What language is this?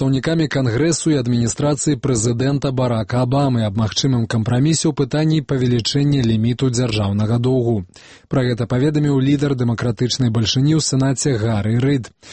Belarusian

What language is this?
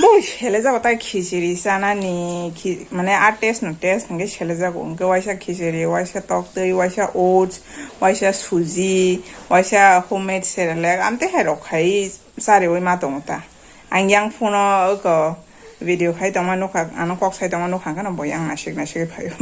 Kok Borok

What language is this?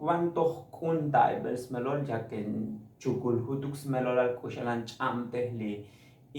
Tzotzil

